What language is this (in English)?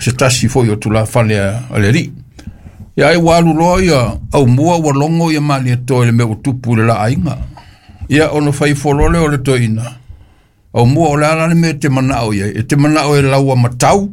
Samoan